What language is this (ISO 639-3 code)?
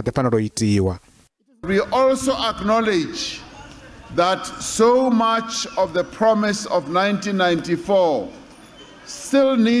ven